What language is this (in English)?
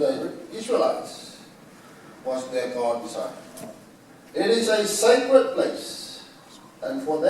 Samoan